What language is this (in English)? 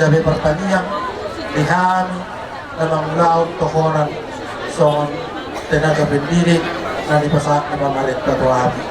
Batak Toba